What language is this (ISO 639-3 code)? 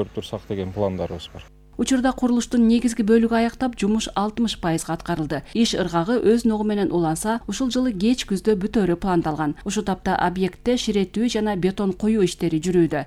kir